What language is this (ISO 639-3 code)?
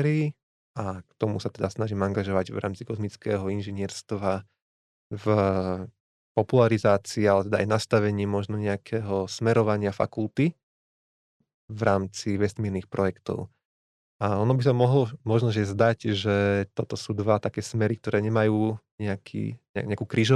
slk